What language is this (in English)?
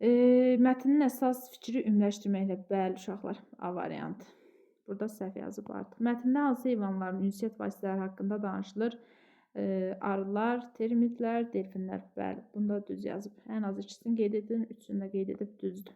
Azerbaijani